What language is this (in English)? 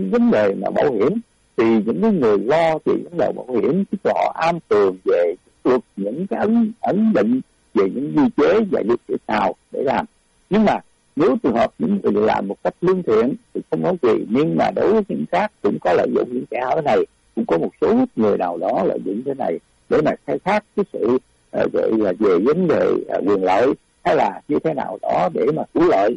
Vietnamese